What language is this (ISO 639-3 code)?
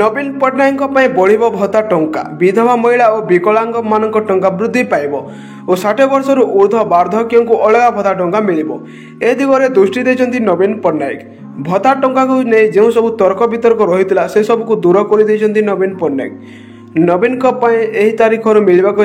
ori